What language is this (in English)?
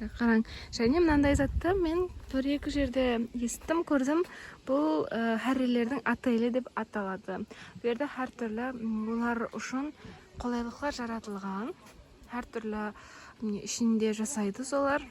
Kara-Kalpak